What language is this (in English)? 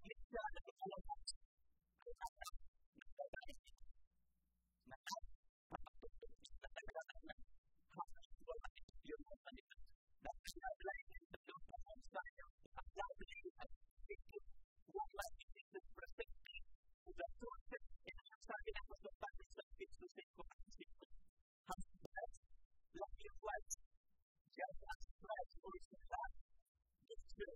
Filipino